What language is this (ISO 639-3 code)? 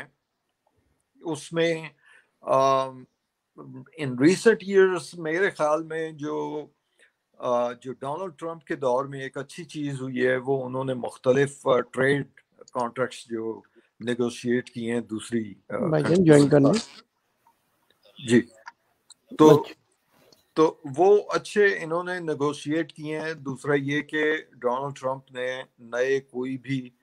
urd